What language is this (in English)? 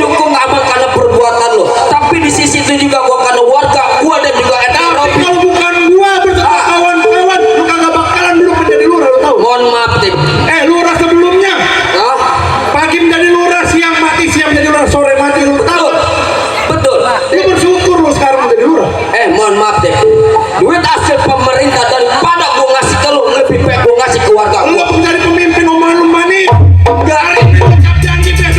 Betawi